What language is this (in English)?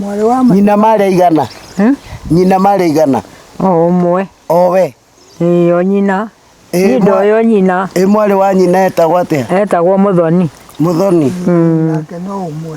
Kikuyu